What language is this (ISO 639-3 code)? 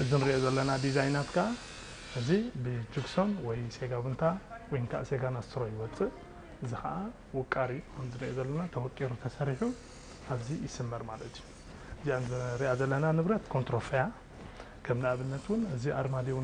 tir